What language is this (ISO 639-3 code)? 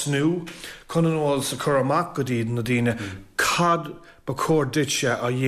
gle